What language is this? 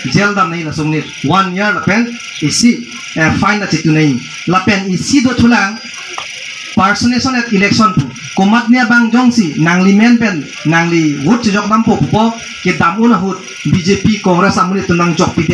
Karbi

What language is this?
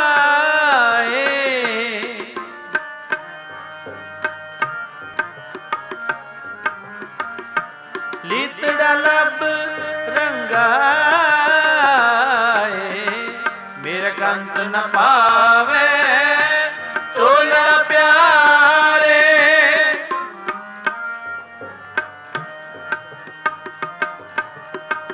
Punjabi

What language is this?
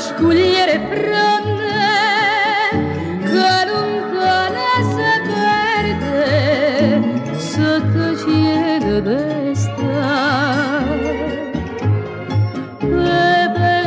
Italian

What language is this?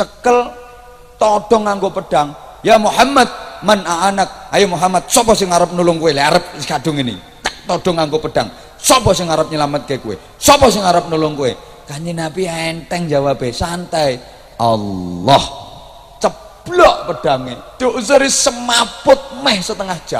Javanese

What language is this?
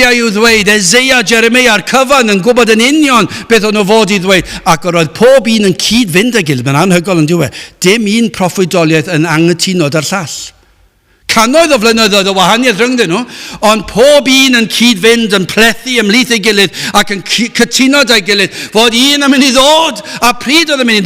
Welsh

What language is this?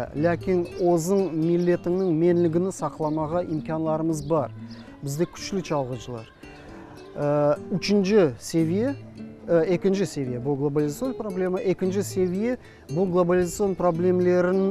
Crimean Tatar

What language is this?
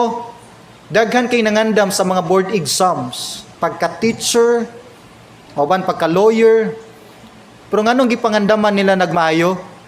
Cebuano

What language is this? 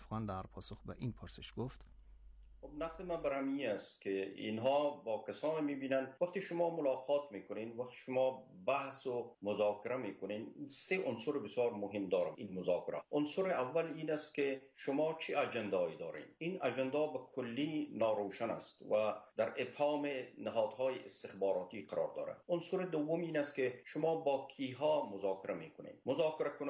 Persian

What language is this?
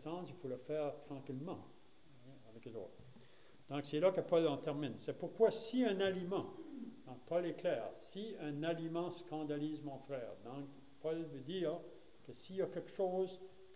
French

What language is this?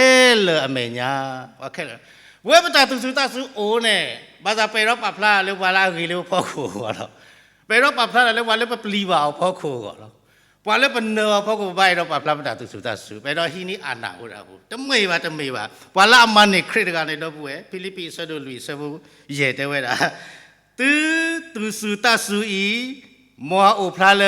S'gaw Karen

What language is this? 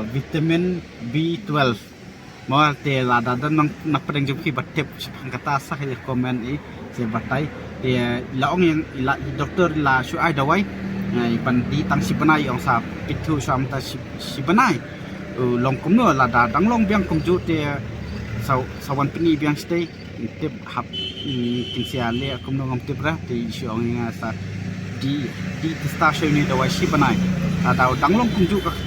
Khasi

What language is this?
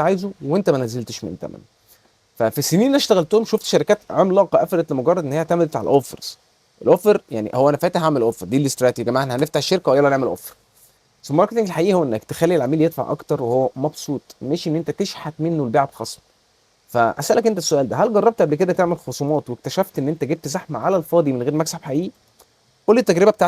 Egyptian Arabic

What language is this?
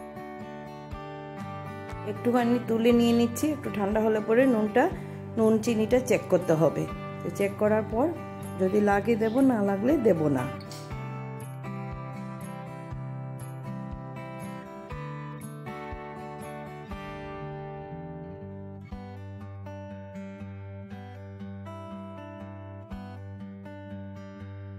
Bangla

